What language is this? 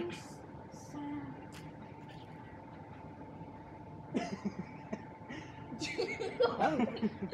Indonesian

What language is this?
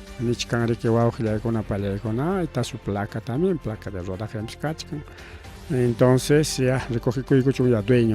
Ayacucho Quechua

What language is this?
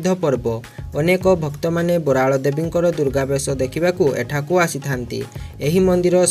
Odia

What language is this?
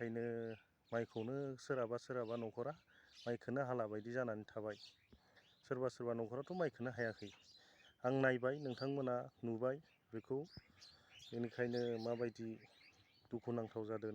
Bodo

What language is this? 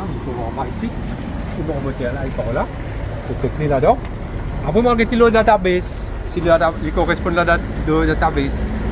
Morisyen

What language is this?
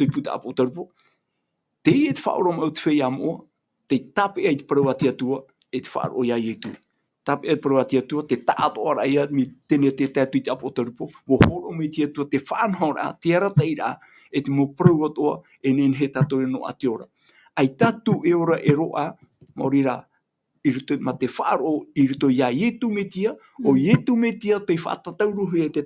Tahitian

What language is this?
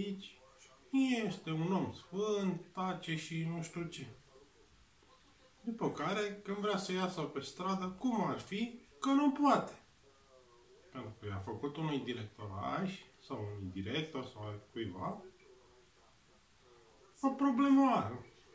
Romanian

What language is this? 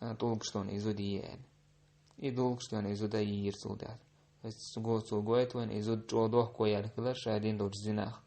Chechen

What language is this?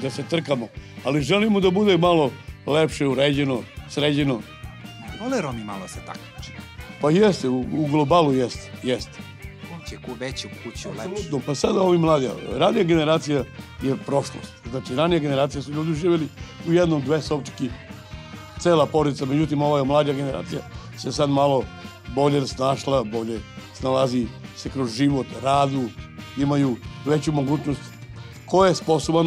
Serbian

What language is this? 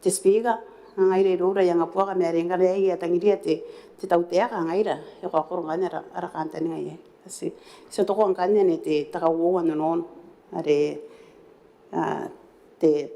Gilbertese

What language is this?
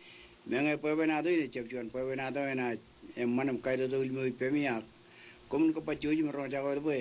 Marshallese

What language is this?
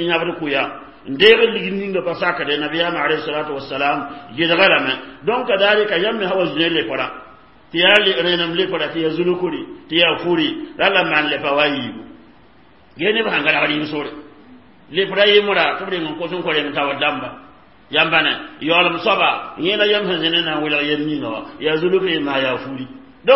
Mossi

